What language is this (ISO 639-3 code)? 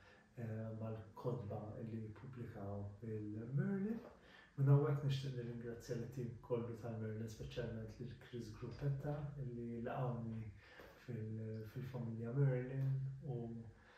mlt